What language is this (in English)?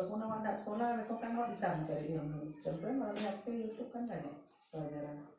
Minangkabau